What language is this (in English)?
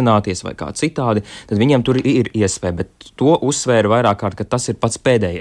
Latvian